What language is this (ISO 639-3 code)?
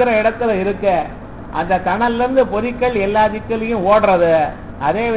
tam